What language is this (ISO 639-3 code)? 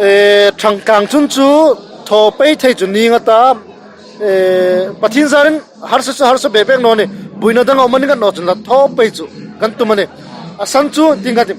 hmr